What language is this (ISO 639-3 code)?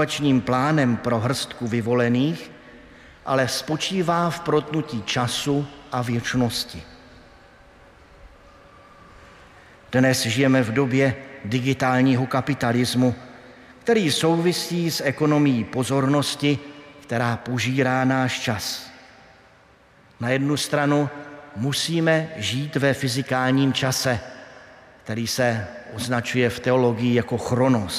ces